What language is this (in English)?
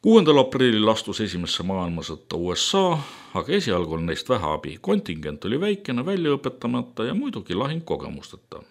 Estonian